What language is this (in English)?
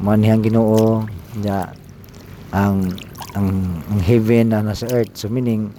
Cebuano